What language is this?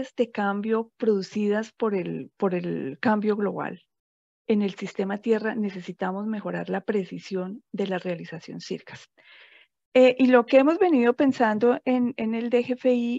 Spanish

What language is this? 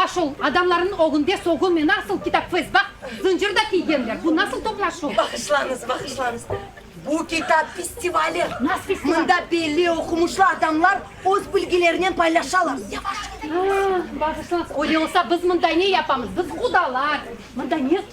Crimean Tatar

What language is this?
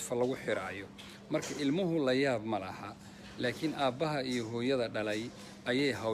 Somali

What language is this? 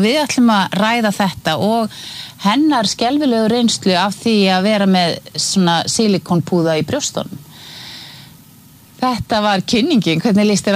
Icelandic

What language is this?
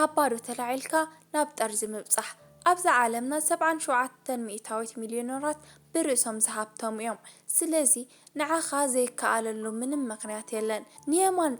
Tigrinya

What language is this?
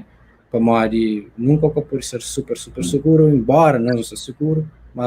Kabuverdianu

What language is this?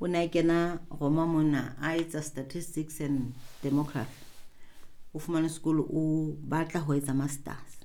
Southern Sotho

